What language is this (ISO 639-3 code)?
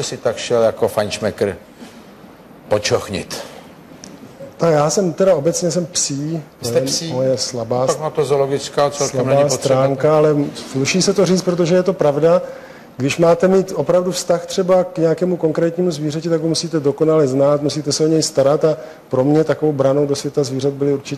ces